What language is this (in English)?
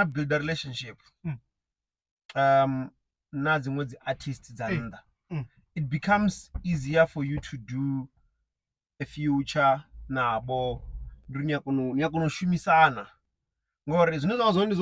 Venda